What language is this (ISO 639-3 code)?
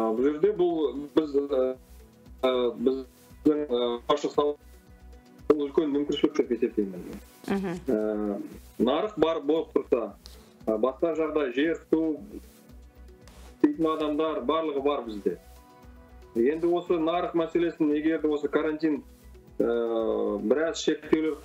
kaz